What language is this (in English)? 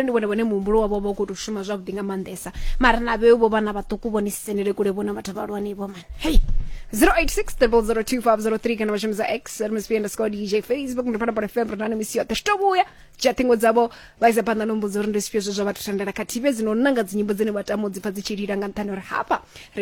Venda